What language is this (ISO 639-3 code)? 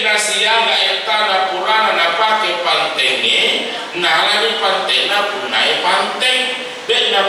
bug